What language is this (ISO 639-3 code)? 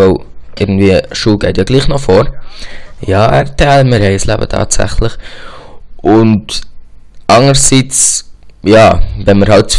gsw